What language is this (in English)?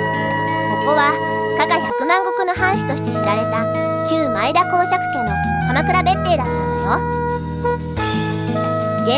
Japanese